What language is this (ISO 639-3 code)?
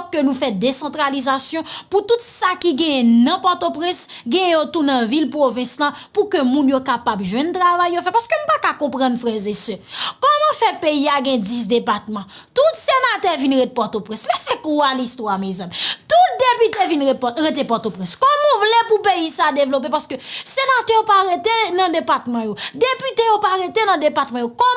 hat